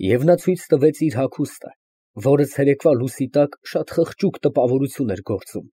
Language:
Armenian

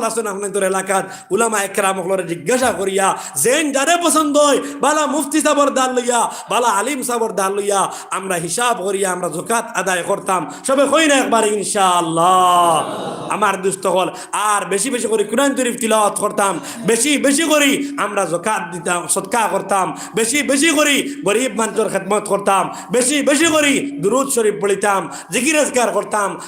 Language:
Sylheti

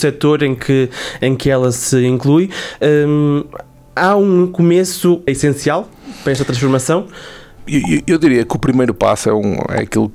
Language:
Portuguese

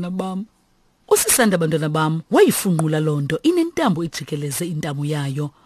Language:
Xhosa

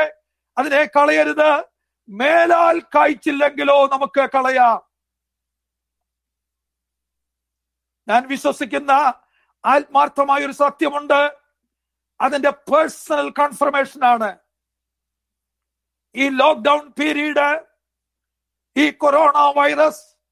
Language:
Malayalam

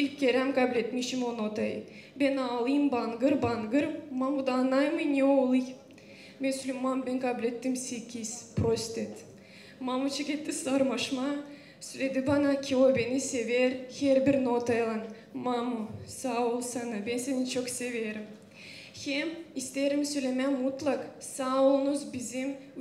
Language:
Gagauz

